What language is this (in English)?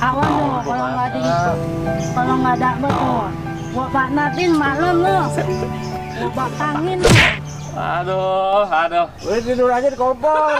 Betawi